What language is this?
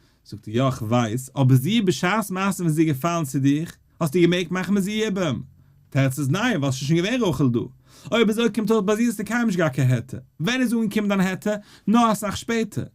Yiddish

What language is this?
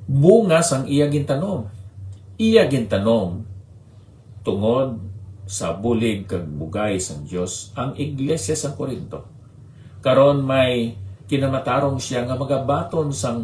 Hiligaynon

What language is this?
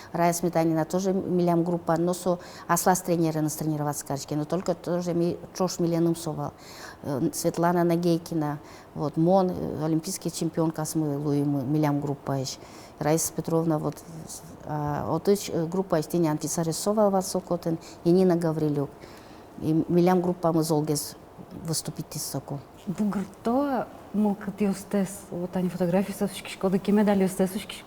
Udmurt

